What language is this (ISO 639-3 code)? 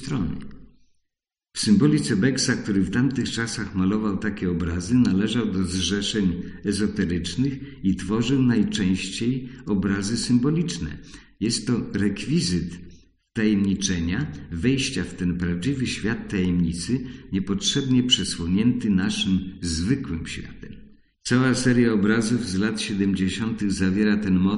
pol